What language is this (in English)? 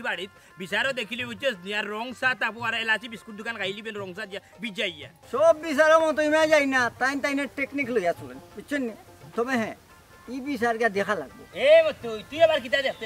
Sylheti